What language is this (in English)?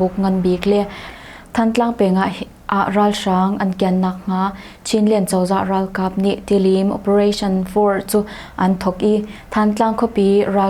Hakha Chin